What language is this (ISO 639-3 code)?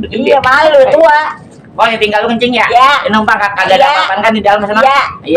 bew